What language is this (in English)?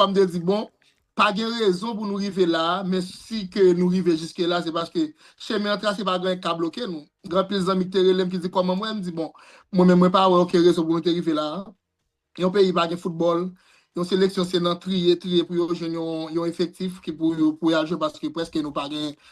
Haitian Creole